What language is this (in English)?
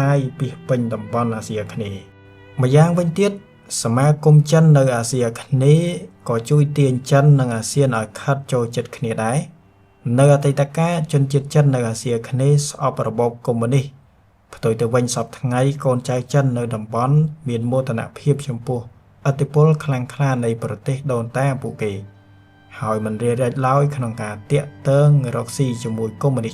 Khmer